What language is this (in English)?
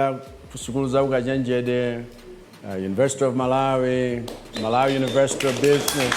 Nyanja